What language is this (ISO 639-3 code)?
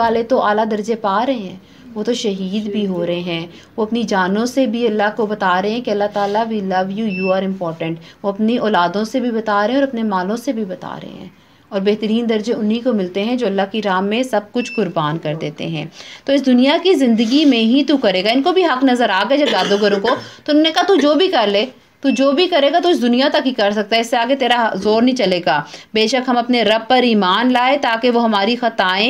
urd